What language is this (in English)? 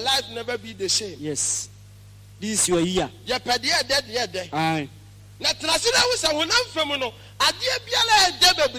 Akan